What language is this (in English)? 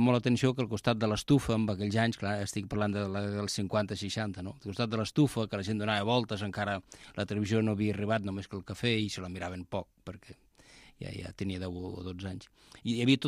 Catalan